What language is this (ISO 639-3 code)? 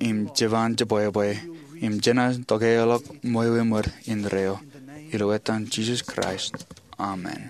mah